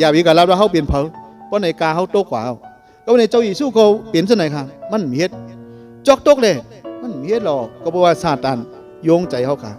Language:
Shan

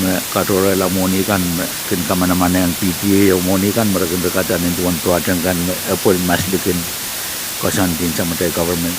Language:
Pohnpeian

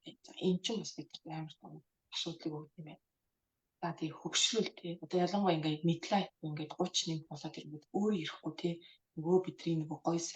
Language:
Mongolian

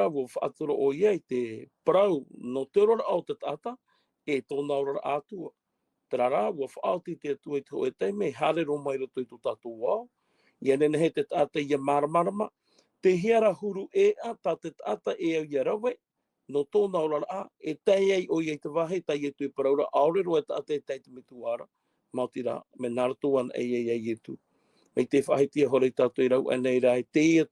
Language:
Tahitian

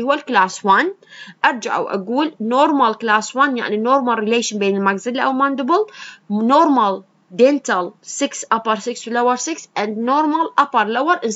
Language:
Mesopotamian Arabic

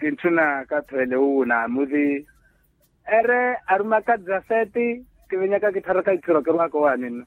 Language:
Makhuwa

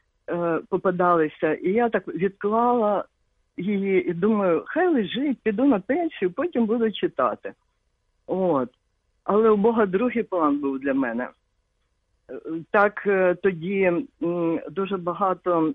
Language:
Ukrainian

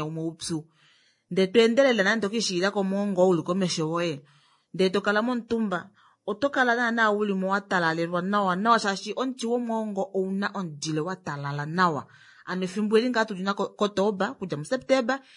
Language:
Kuanyama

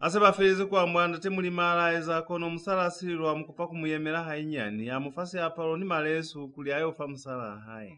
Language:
Lozi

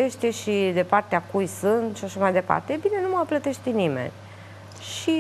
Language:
Romanian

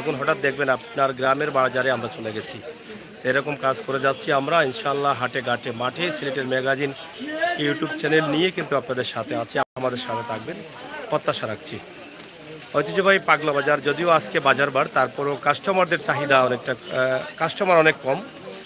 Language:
Sylheti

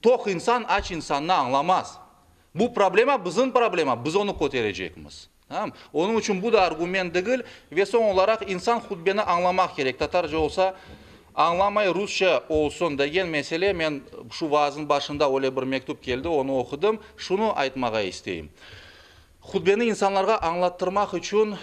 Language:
Crimean Tatar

